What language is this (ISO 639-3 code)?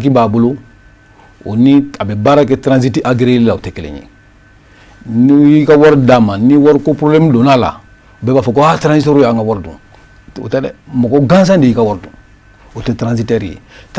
bam